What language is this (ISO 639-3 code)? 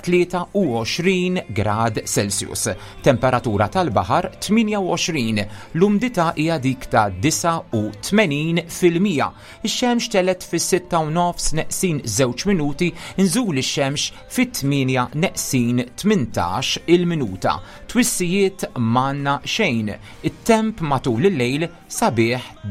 mlt